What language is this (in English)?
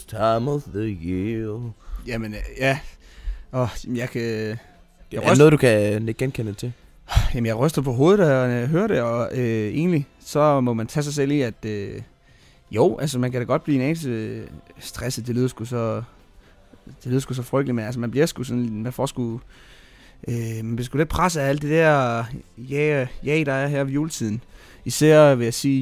Danish